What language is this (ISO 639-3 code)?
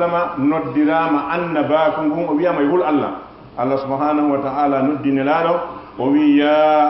ful